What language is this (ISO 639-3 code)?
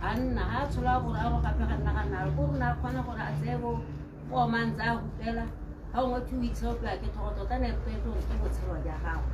tsn